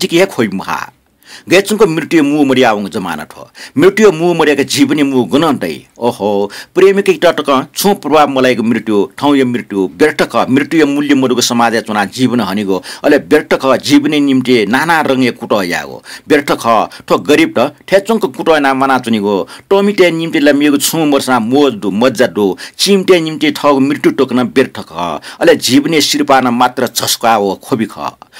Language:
Newari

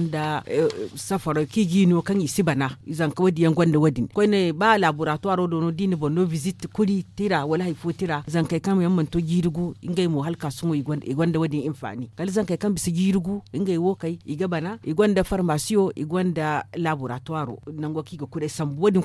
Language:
Zarma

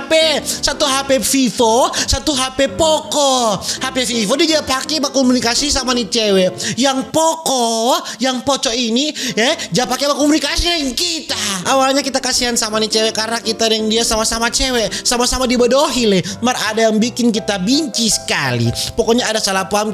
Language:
Manado Malay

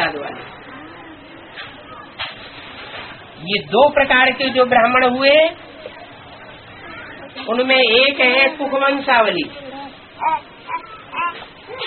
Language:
Hindi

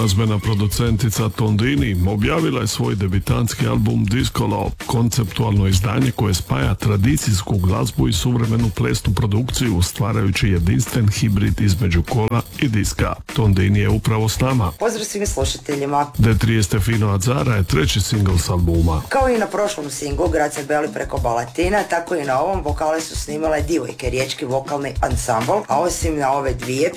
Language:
Croatian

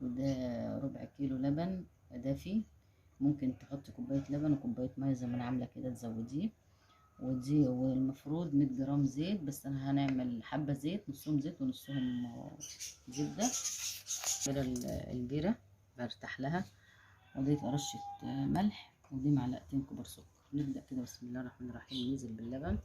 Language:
Egyptian Arabic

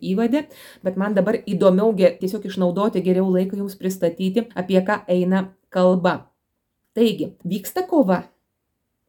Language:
Lithuanian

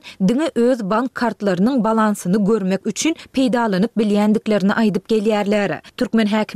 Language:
Turkmen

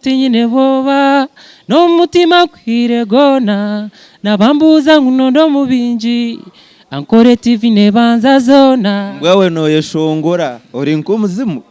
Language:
Nyankole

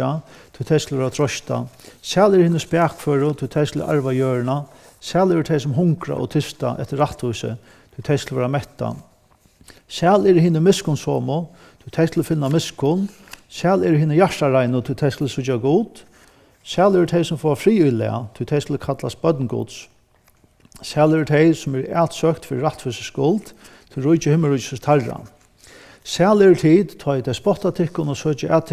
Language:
Faroese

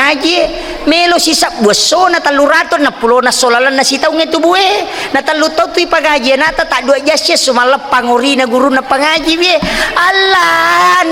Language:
Buginese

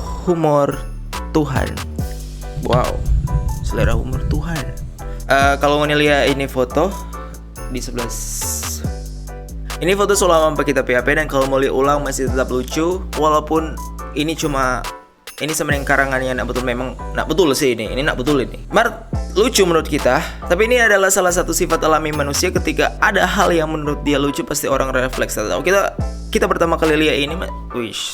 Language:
Manado Malay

